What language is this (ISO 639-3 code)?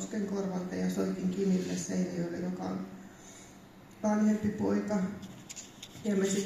fin